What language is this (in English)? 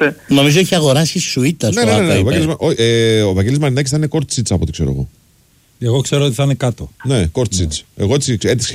Greek